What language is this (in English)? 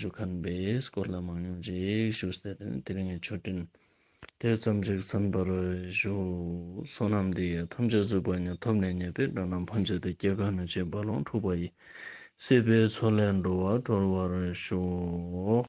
Ladakhi